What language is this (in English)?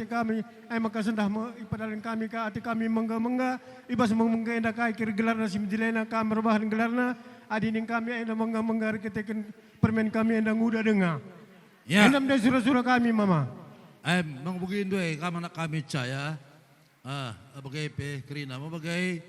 Batak Karo